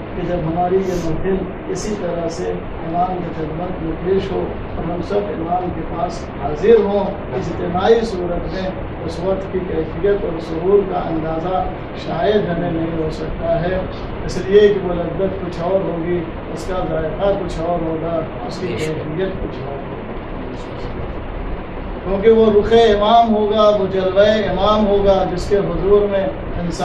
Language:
Urdu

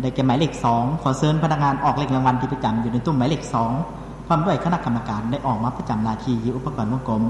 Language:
Lao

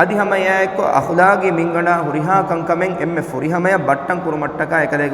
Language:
Divehi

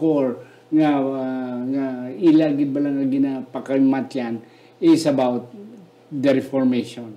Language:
Hiligaynon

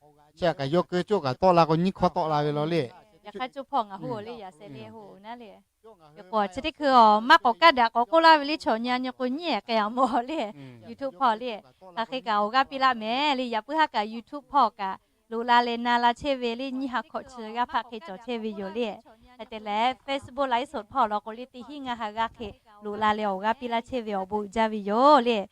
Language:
Lahu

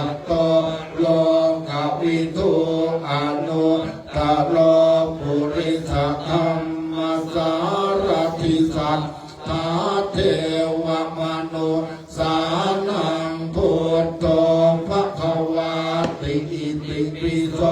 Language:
Pali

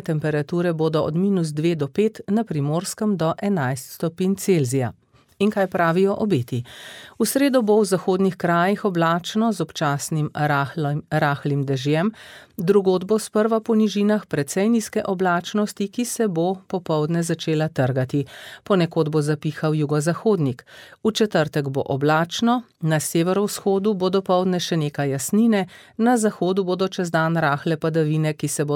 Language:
Slovenian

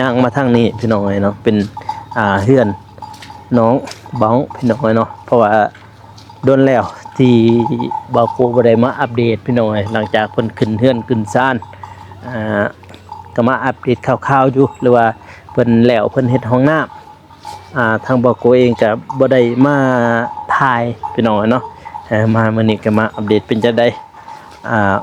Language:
Lao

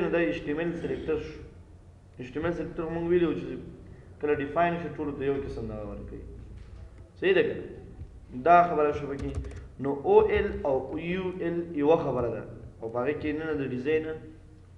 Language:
Pashto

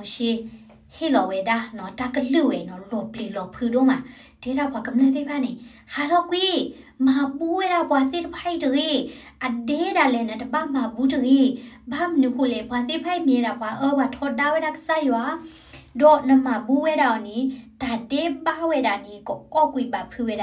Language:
S'gaw Karen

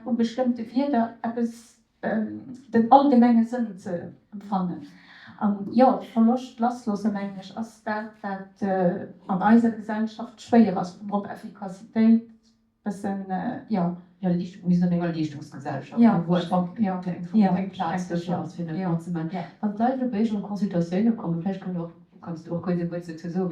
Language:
Luxembourgish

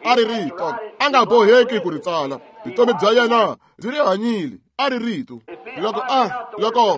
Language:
Tsonga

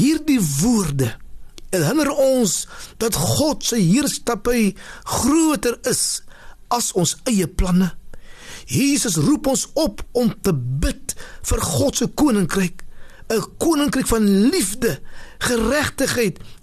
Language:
Afrikaans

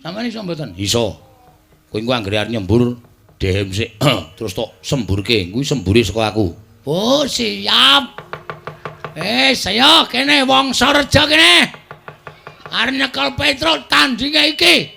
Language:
Javanese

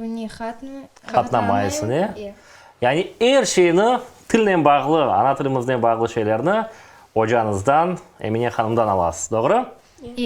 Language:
Crimean Tatar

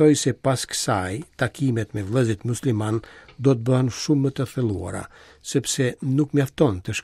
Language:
Albanian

